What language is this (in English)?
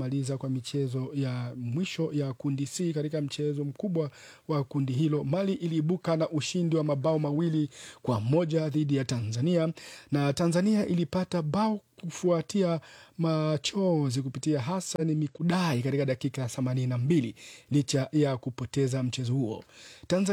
Swahili